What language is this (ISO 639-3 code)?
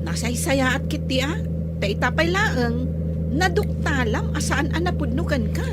ilo